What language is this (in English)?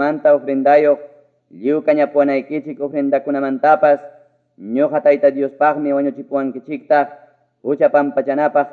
Ayacucho Quechua